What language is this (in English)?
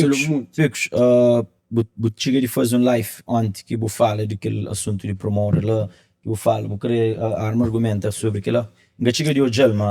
Kabuverdianu